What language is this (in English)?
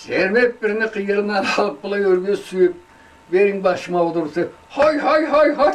Karachay-Balkar